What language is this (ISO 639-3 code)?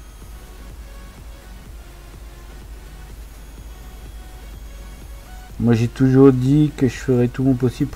fra